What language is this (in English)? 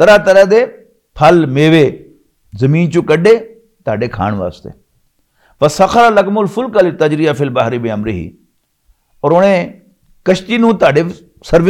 Western Panjabi